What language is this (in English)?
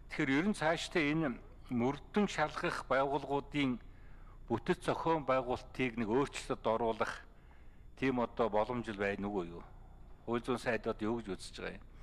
Mongolian